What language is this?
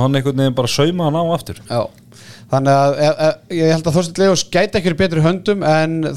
Icelandic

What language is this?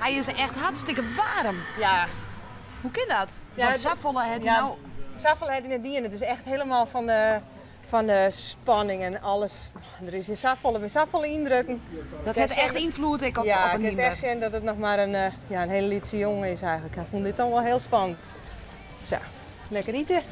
Western Frisian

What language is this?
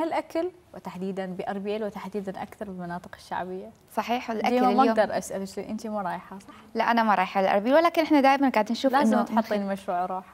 Mesopotamian Arabic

